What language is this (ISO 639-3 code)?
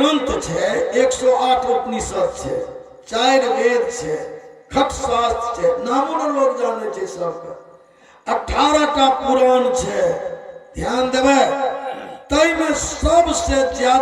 mai